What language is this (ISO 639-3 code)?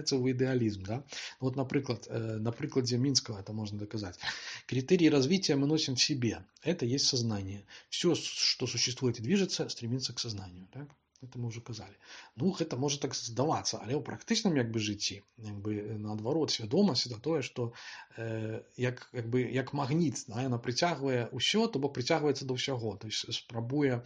bel